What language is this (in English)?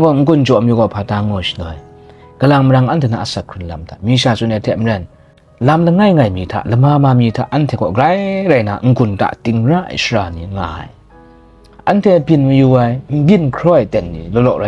Kachin